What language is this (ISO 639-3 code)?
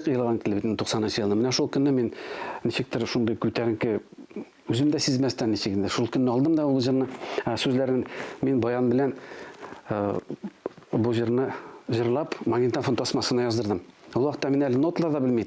tat